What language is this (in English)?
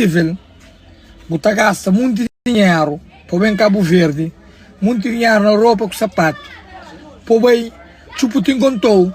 Kabuverdianu